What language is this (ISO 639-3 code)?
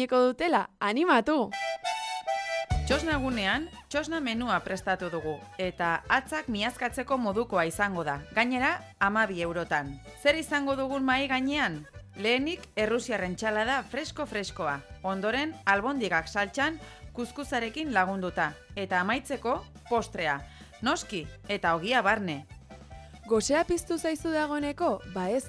eus